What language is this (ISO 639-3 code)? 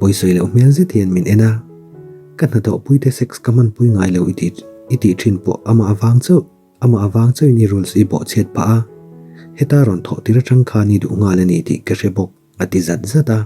lus